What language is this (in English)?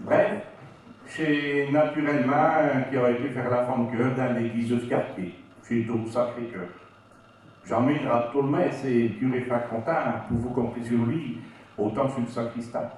Picard